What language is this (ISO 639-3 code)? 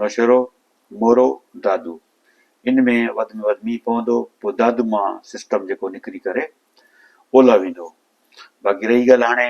snd